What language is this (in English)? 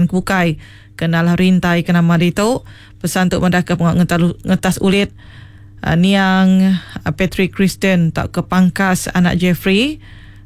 Iban